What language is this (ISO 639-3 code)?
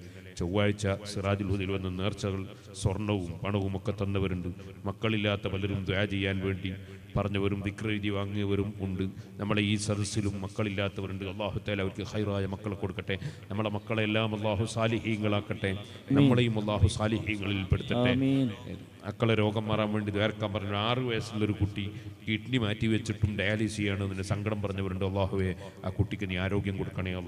mal